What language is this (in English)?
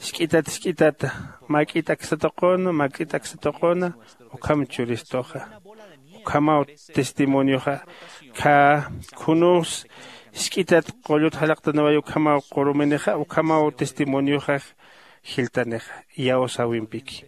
Aymara